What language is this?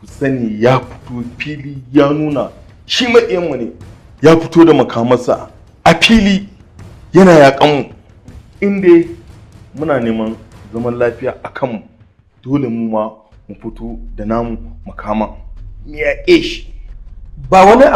Hausa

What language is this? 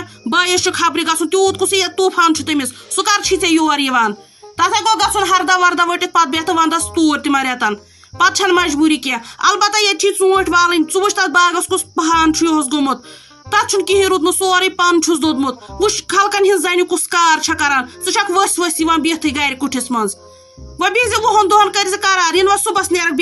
Kashmiri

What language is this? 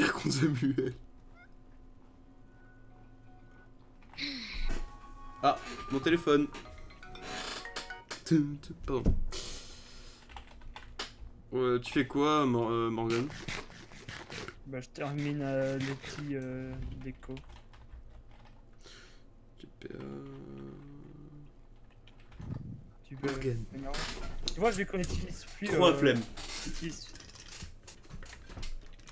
French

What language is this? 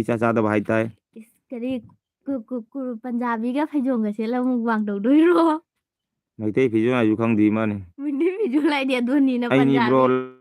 Manipuri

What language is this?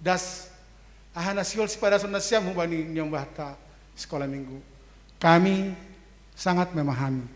Batak Simalungun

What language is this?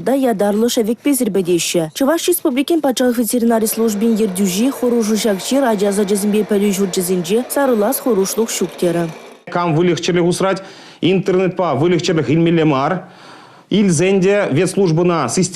Chuvash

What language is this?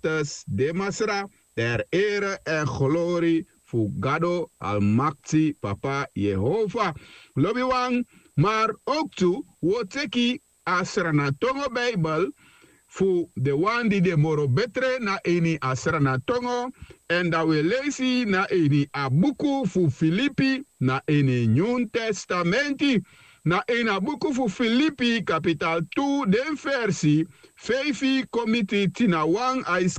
Sranan Tongo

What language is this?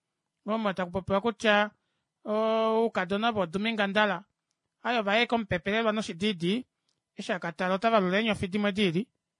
Kuanyama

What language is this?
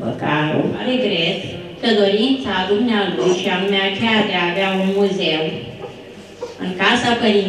Romanian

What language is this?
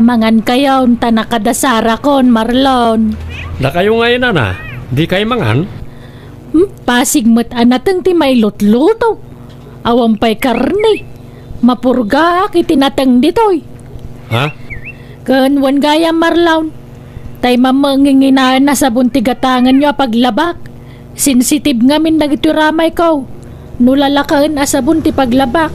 Iloko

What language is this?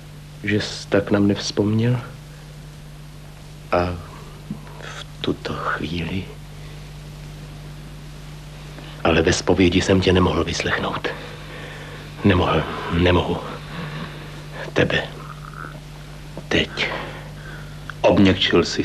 Czech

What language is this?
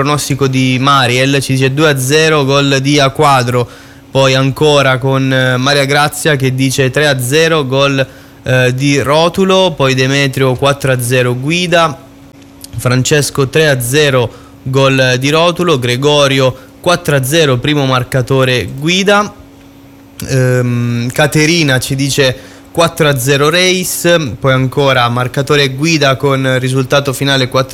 Italian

